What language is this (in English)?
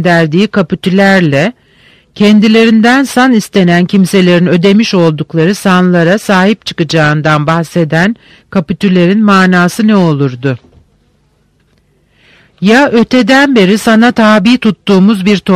Turkish